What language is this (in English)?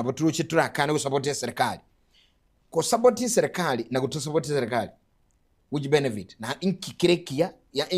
Gusii